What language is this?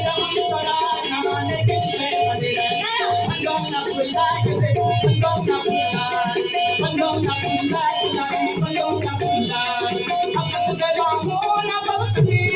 Brahui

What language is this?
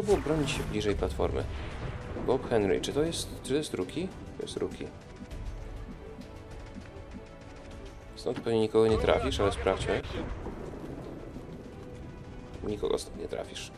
Polish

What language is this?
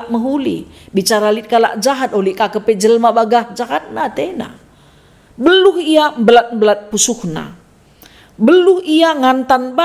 Batak Karo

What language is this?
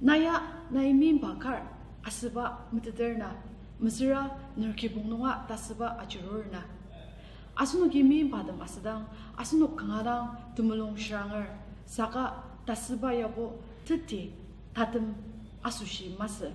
Ao Naga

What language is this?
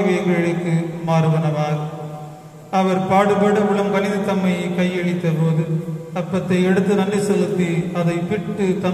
Tamil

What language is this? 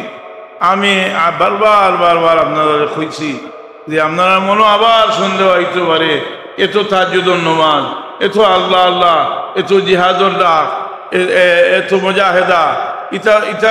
Sylheti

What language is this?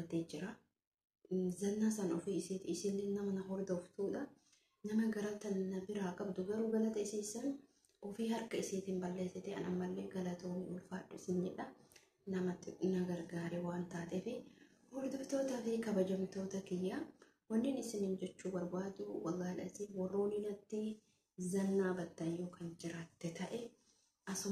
Oromo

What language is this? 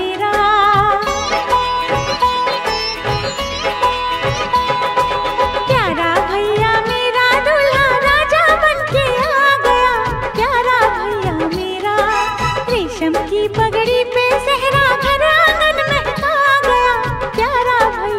Hindi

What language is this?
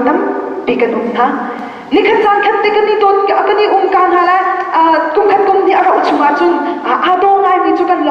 Hakha Chin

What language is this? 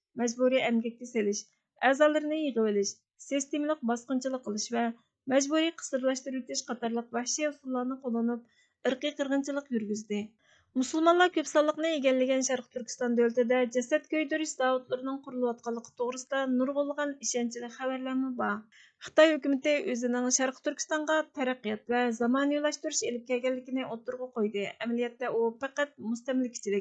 Uyghur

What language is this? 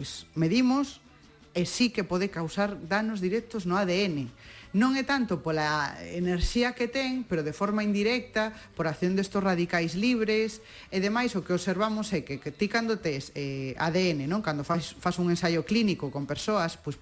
Galician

